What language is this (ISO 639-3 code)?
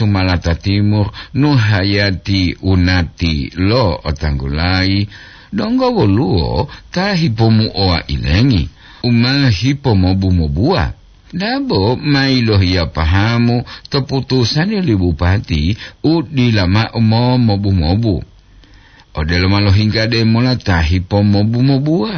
gor